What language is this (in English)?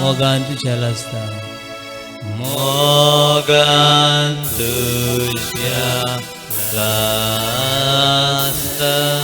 Konkani